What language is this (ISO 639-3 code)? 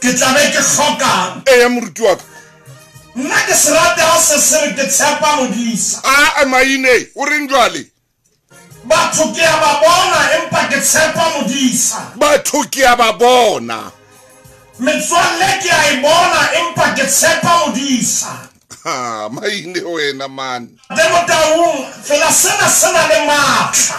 sot